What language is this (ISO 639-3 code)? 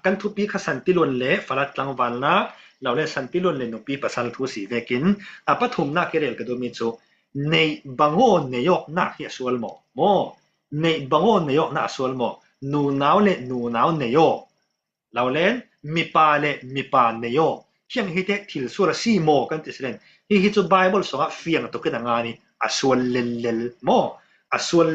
cfm